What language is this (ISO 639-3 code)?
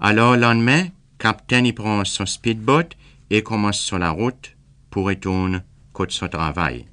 crs